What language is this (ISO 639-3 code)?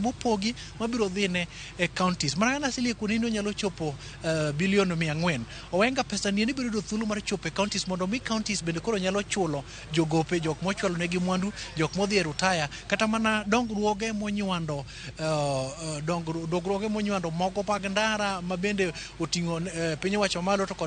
luo